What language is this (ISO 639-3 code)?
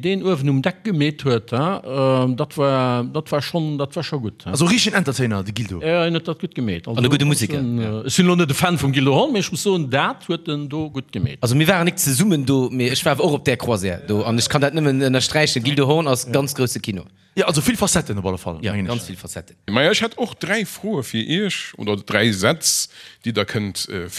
ltz